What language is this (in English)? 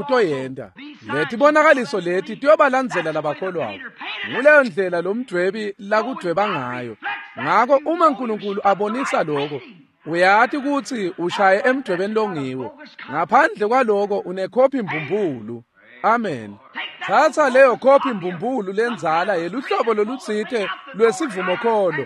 Swati